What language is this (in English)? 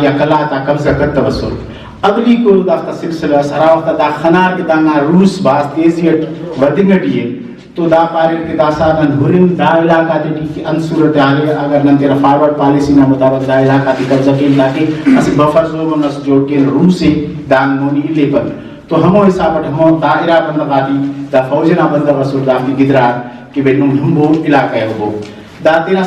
Brahui